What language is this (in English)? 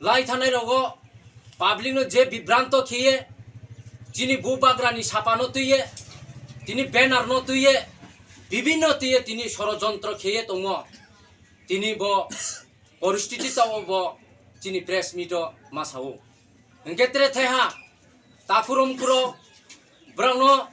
Riang (India)